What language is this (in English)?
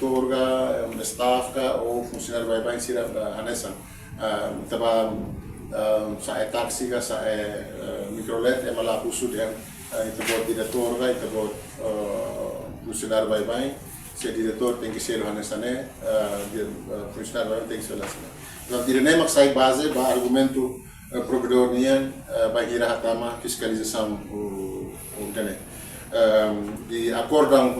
Tetum